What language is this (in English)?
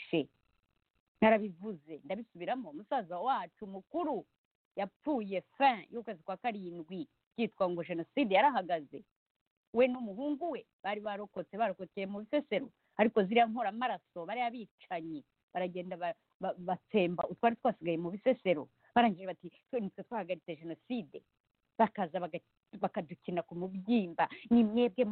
Kinyarwanda